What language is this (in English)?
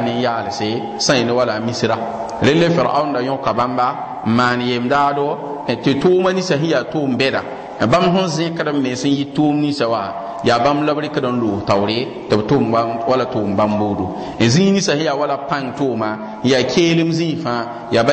Mossi